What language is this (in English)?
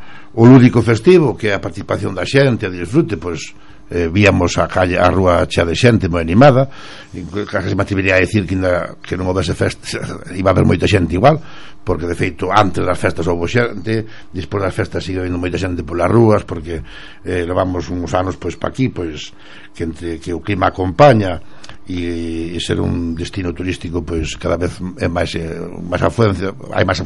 Galician